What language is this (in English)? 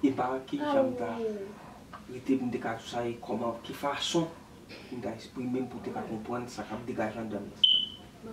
Haitian Creole